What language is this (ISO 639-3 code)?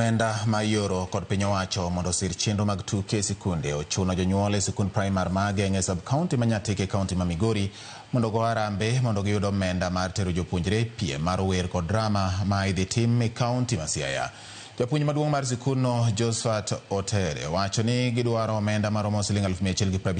luo